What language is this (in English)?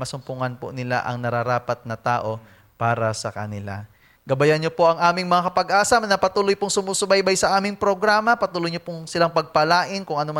Filipino